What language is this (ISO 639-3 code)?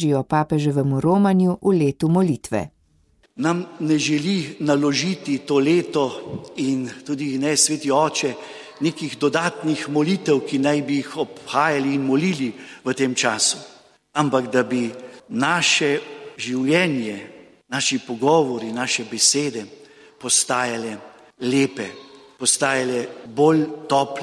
slv